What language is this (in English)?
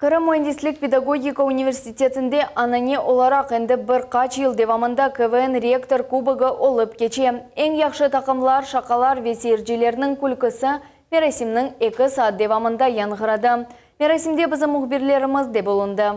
Crimean Tatar